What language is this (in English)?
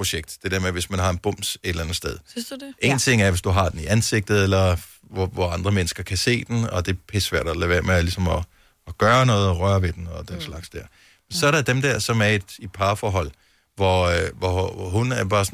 Danish